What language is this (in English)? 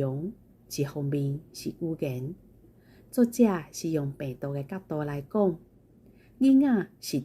Min Nan Chinese